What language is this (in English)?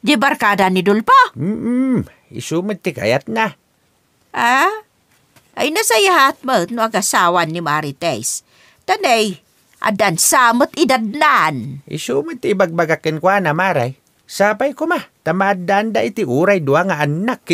Iloko